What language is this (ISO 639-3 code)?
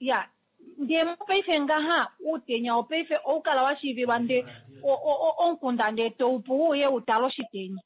kua